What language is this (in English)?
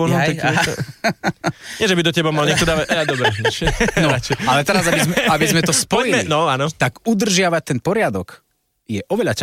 Slovak